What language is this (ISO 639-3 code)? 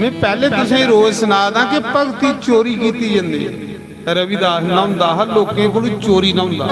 doi